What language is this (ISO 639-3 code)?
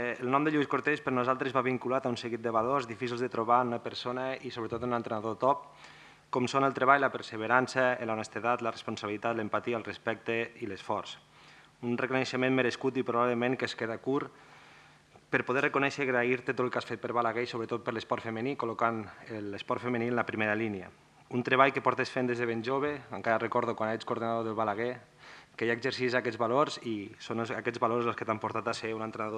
cat